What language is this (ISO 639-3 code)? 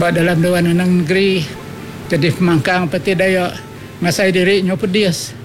iba